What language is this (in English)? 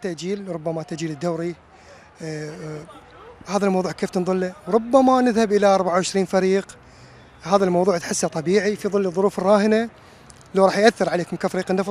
Mesopotamian Arabic